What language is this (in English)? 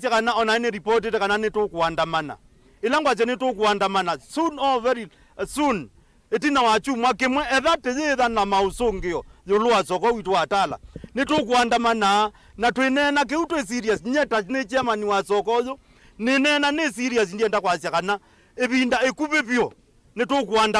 Kamba